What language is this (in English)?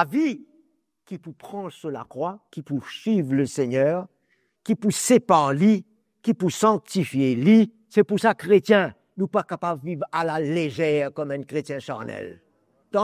Morisyen